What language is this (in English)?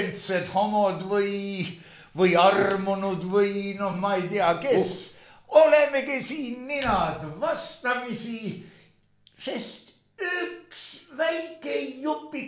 Estonian